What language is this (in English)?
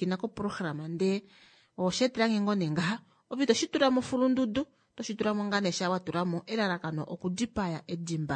Kuanyama